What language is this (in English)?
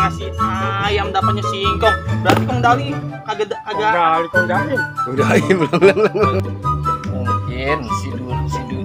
Betawi